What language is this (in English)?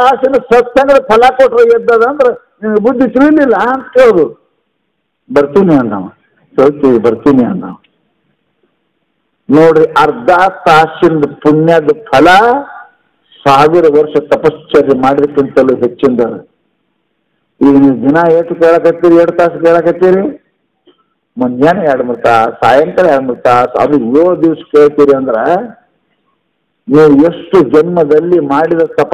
Kannada